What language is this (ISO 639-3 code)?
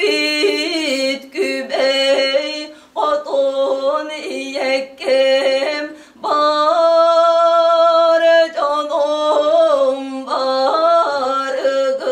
sah